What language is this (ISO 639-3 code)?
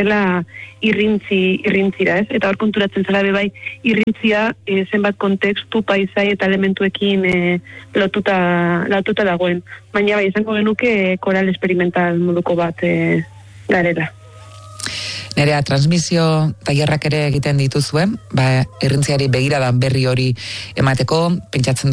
eus